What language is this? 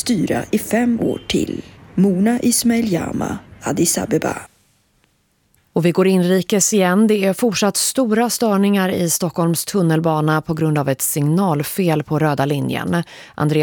Swedish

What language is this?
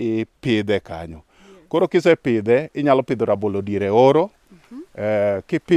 Luo (Kenya and Tanzania)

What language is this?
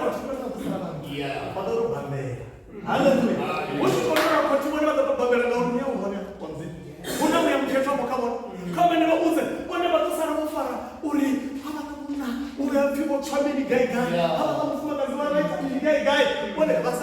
Venda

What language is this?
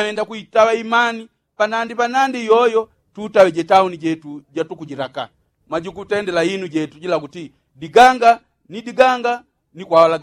Yao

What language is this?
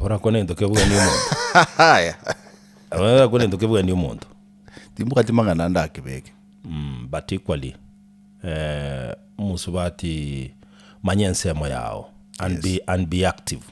Gusii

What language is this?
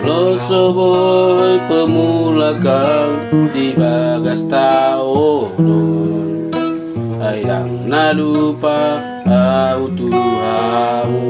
Batak Toba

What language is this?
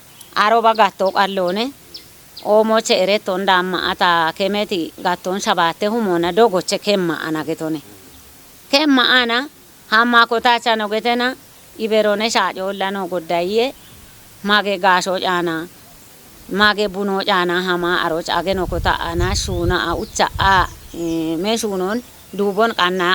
Kafa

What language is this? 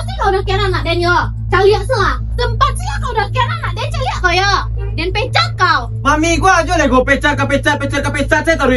Minangkabau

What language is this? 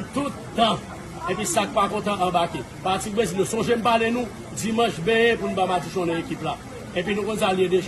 Haitian Creole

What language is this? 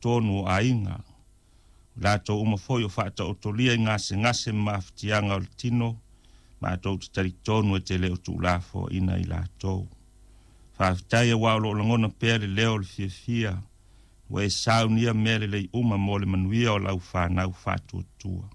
Samoan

